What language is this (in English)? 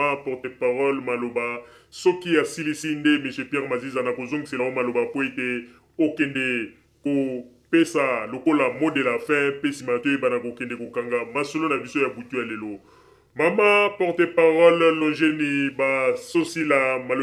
Lingala